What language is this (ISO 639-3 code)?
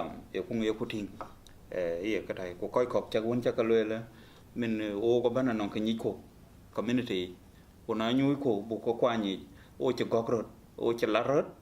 din